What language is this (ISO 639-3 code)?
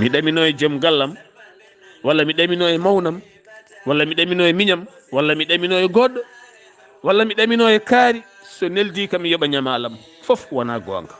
ful